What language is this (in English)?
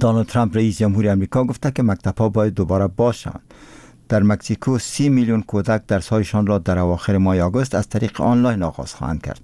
Persian